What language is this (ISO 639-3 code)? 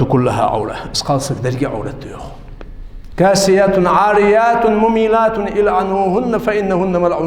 inh